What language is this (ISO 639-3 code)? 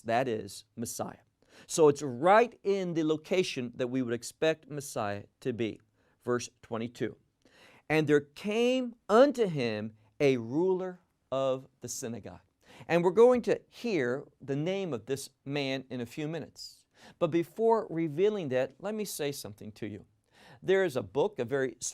eng